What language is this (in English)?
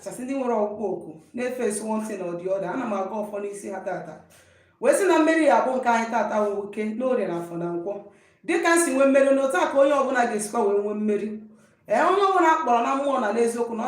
Igbo